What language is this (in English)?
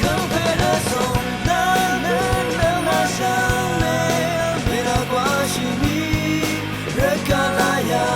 Rawang